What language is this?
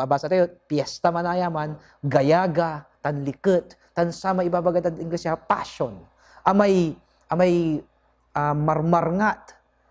Pangasinan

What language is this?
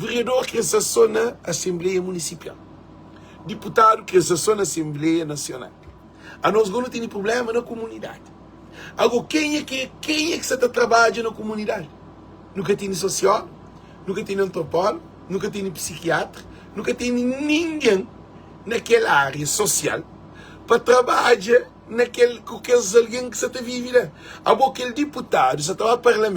Kabuverdianu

